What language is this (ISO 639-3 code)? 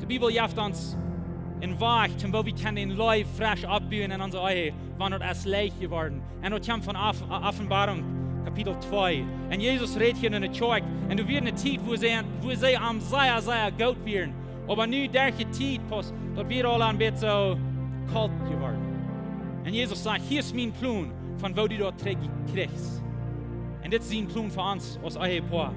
pdt